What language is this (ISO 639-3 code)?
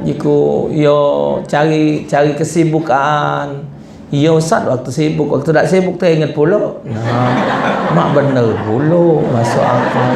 mui